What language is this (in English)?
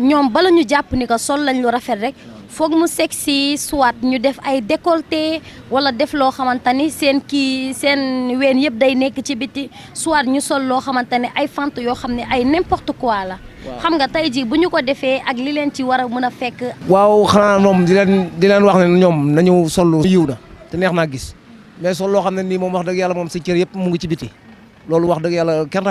Wolof